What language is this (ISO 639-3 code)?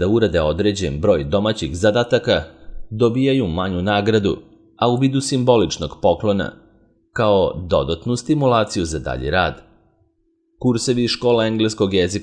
srp